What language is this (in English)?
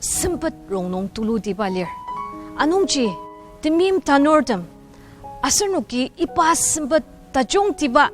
Ao Naga